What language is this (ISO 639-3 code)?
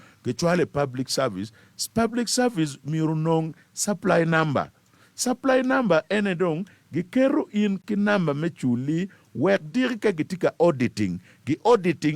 ach